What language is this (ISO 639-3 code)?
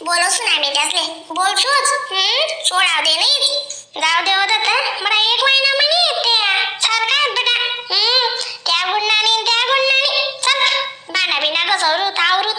khn